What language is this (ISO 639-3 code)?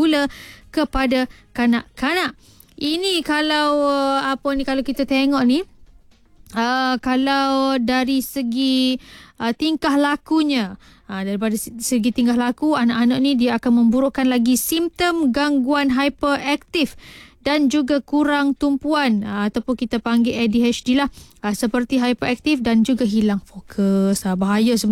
msa